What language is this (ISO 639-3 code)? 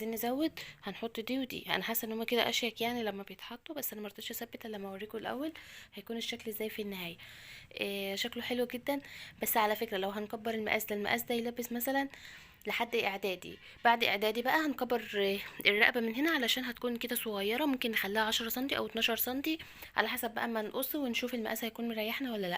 arz